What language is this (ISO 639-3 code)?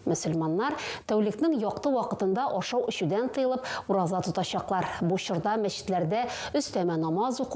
tat